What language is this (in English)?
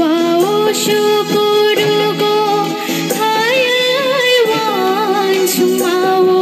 Kok Borok